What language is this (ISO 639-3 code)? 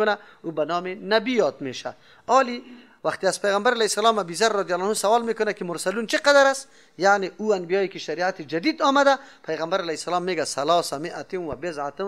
fas